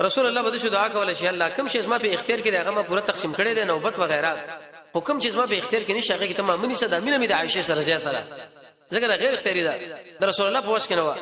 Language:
Pashto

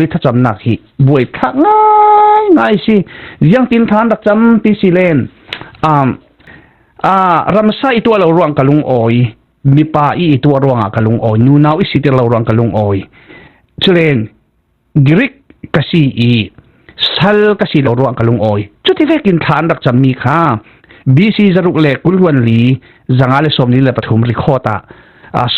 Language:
Falam Chin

